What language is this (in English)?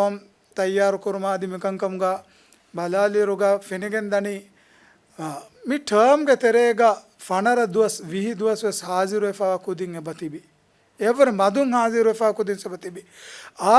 Divehi